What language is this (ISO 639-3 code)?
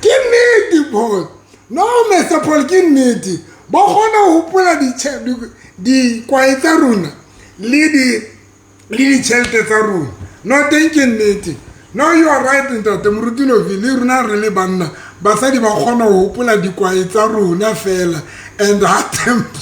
sot